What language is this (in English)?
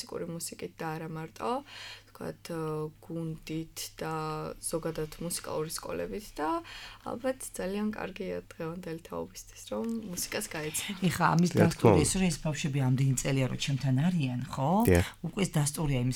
Georgian